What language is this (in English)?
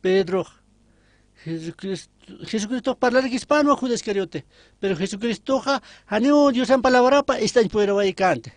Aymara